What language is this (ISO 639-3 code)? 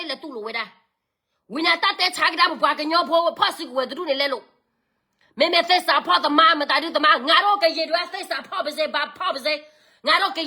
ksw